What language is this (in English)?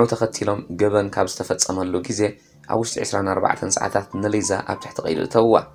Tigrinya